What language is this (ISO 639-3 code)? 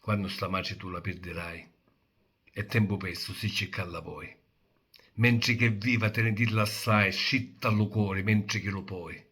scn